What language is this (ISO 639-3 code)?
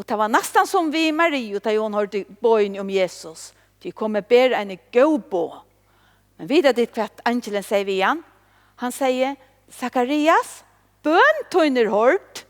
fao